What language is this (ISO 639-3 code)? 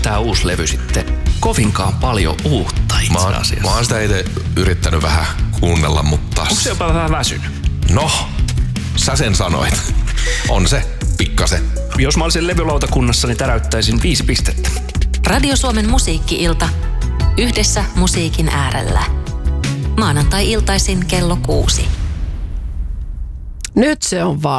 fin